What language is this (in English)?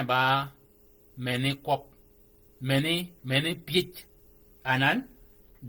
Shilluk